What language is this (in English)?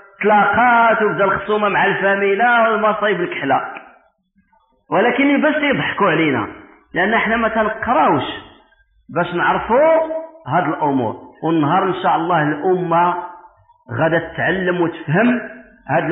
Moroccan Arabic